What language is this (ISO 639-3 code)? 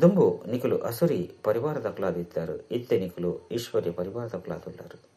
tcy